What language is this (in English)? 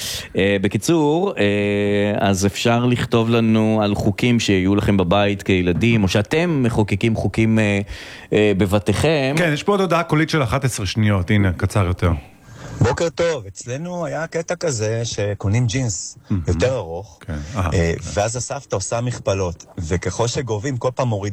Hebrew